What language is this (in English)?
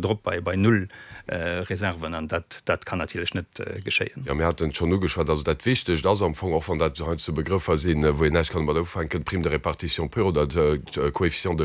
Luxembourgish